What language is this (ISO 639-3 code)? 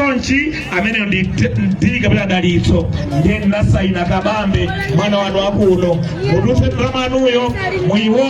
nya